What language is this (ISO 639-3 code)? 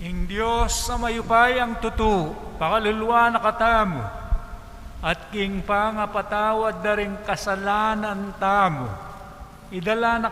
pam